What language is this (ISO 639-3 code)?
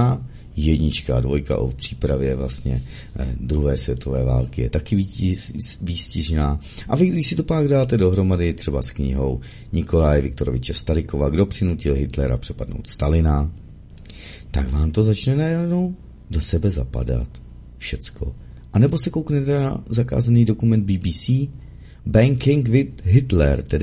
ces